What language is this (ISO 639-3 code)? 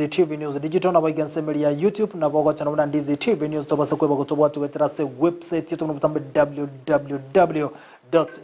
guz